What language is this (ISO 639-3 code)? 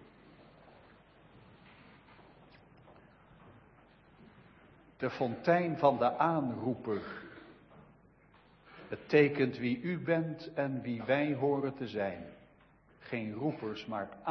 nld